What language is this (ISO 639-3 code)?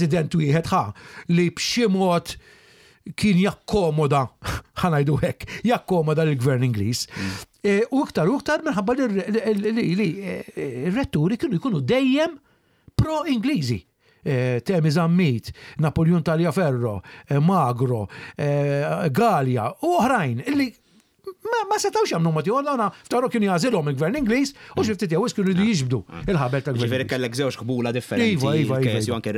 mlt